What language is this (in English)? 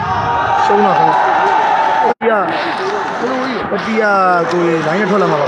Burmese